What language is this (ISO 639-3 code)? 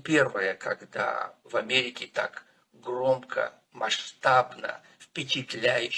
rus